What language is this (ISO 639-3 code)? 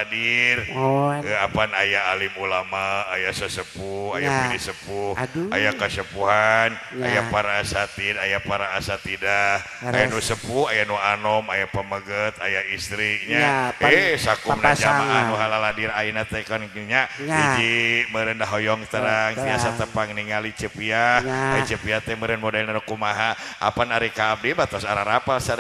sun